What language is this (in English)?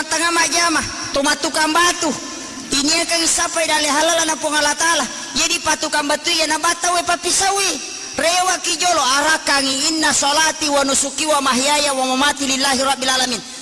Buginese